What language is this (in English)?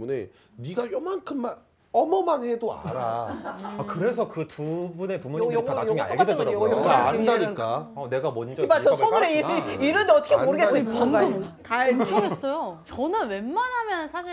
Korean